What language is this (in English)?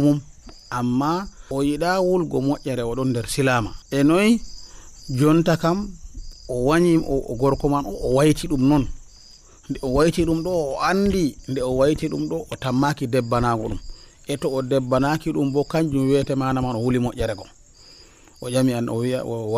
Nigerian Fulfulde